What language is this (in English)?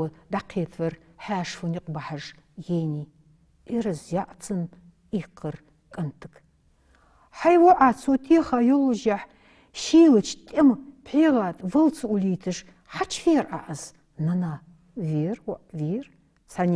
Ingush